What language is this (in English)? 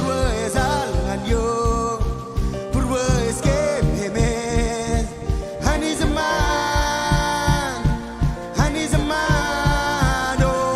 Marshallese